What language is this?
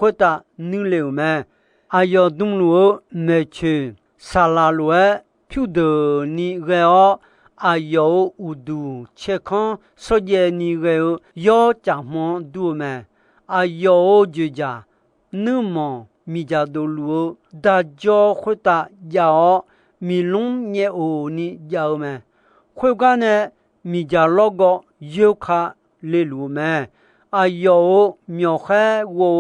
Akha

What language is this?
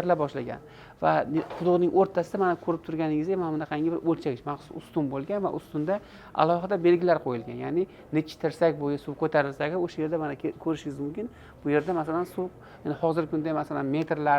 Uzbek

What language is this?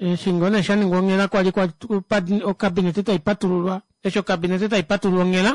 Kuanyama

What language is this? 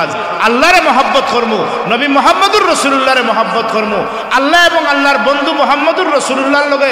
Sylheti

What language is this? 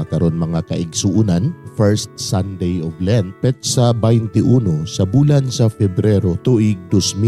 Cebuano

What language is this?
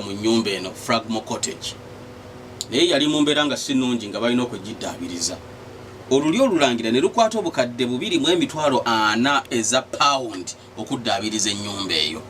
Ganda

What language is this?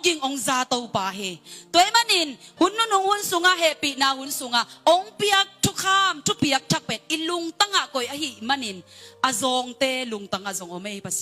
Tedim Chin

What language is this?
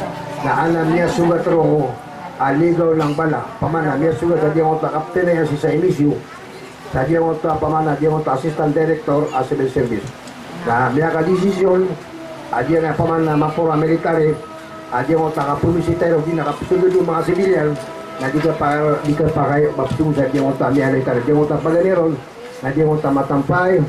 Maranao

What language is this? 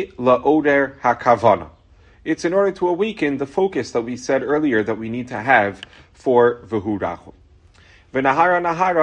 English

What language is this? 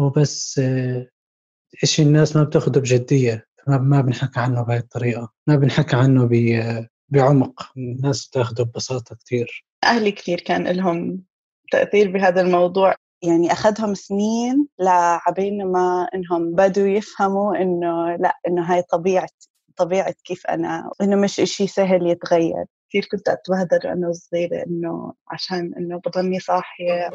North Levantine Arabic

